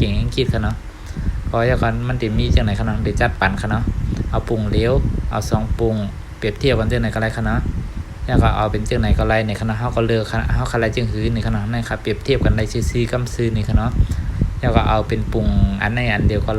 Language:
Shan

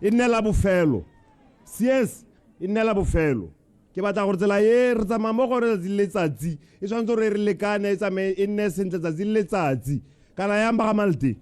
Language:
Tswana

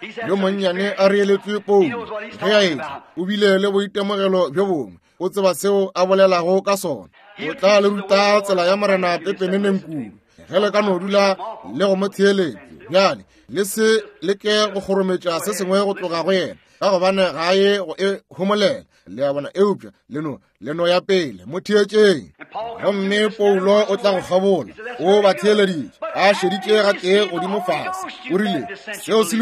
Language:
Northern Sotho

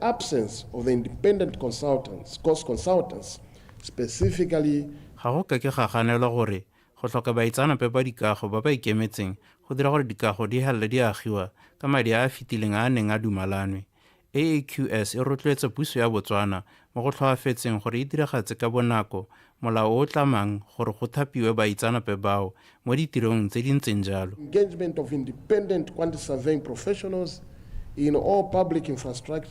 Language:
Tswana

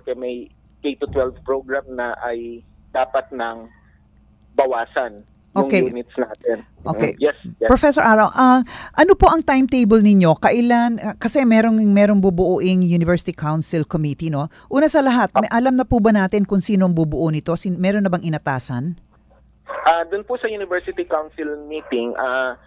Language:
Filipino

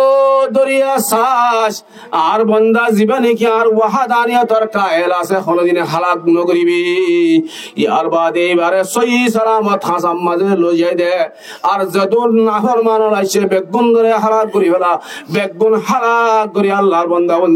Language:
Rohingya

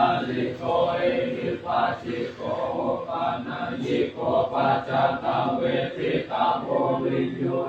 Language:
Pali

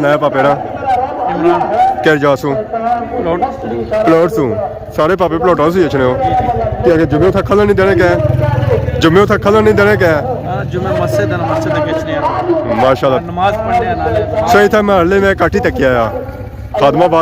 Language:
Pahari-Potwari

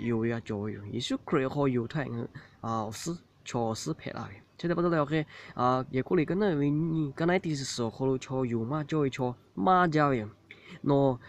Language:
Lahu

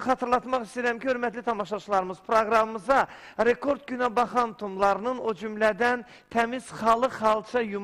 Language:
Azerbaijani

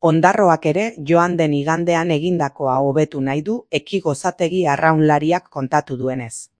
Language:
Basque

